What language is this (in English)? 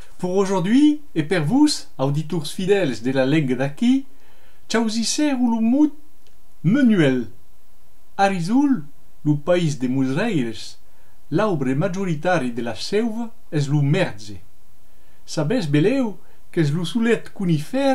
Occitan